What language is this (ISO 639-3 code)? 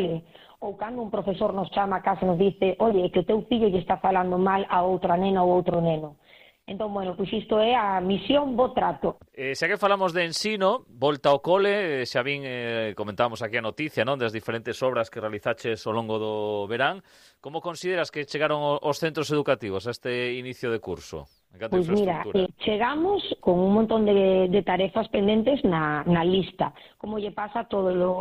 glg